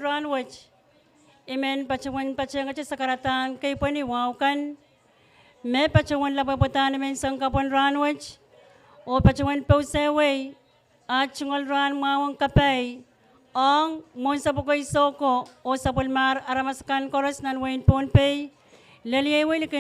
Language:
Pohnpeian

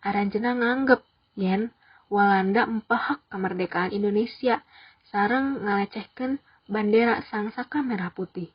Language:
Sundanese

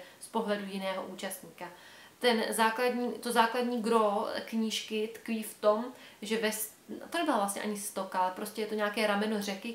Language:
Czech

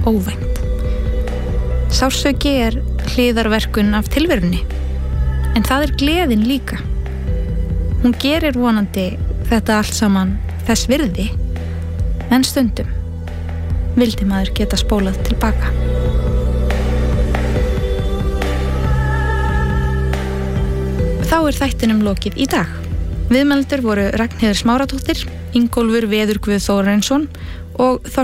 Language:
Icelandic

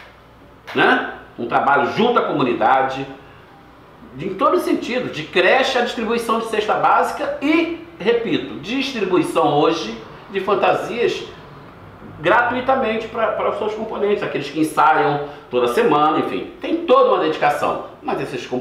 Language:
Portuguese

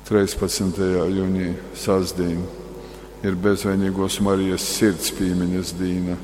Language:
Latgalian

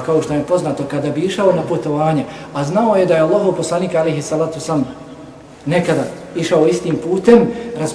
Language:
Bosnian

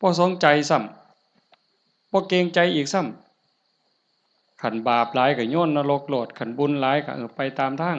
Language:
Northeastern Thai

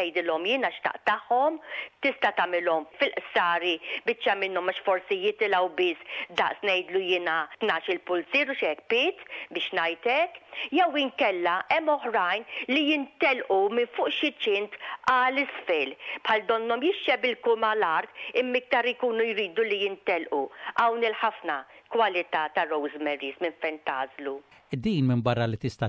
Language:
Maltese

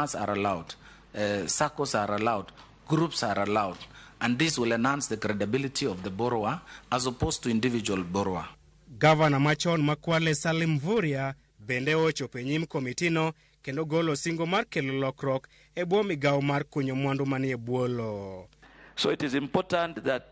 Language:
Luo (Kenya and Tanzania)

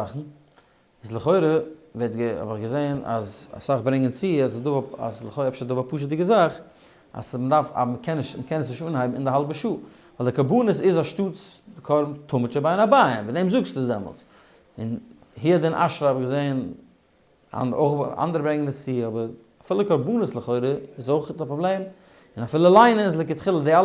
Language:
Yiddish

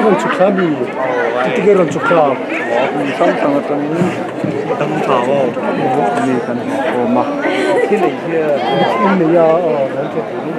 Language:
Mizo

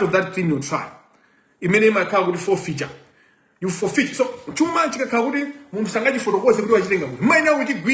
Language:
Nyanja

